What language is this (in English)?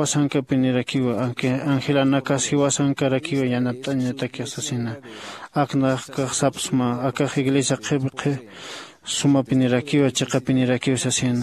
Aymara